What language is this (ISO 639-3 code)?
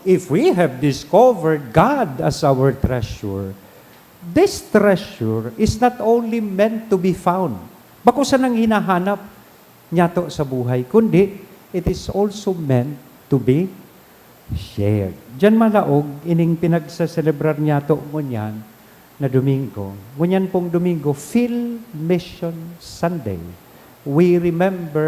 bik